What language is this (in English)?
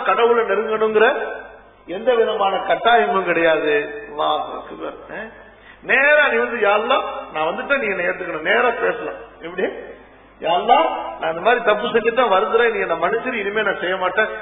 Tamil